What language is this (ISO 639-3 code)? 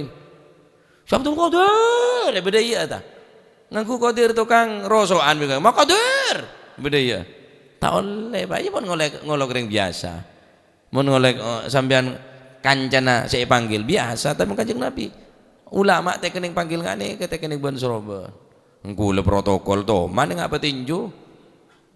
mad